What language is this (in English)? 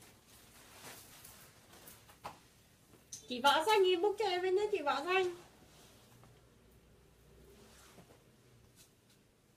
Vietnamese